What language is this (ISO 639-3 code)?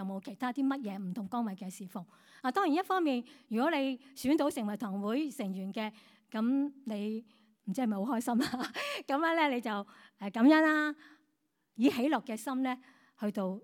yue